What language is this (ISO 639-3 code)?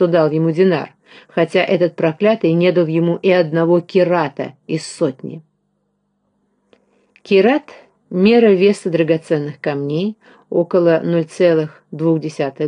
rus